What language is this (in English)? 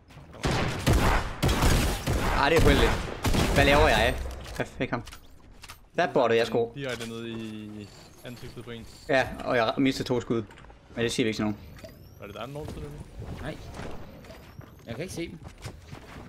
Danish